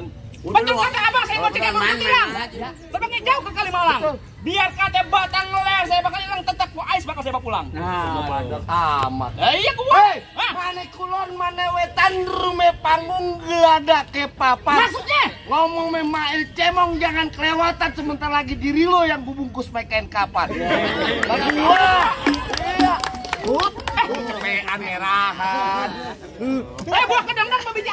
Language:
Betawi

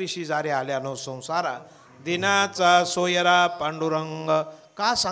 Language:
Marathi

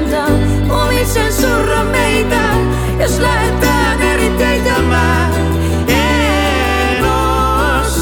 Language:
Finnish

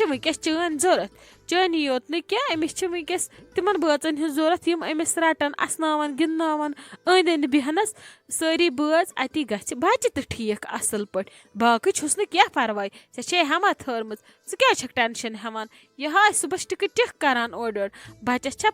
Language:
Kashmiri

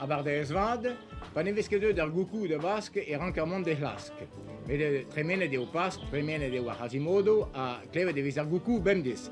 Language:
Breton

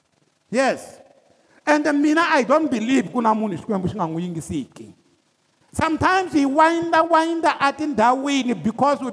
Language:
Tsonga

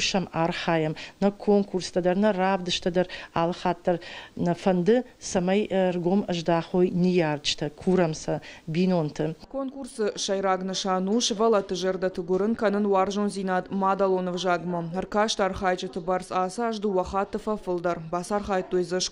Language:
Ossetic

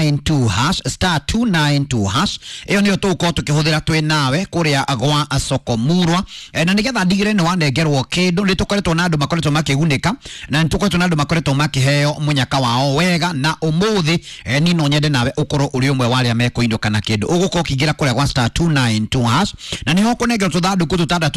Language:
Kikuyu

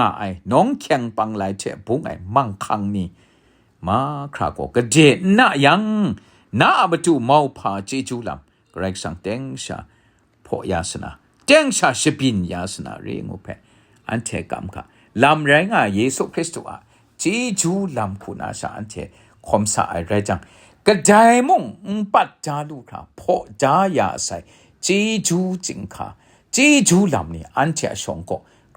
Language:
Kachin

